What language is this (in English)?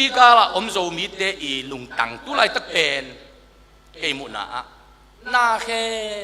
Tedim Chin